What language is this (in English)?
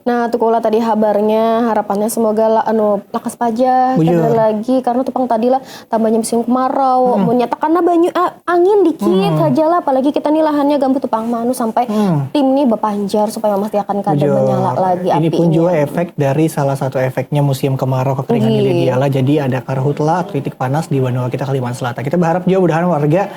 Banjar